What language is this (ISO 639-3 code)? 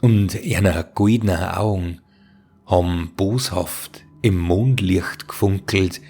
bar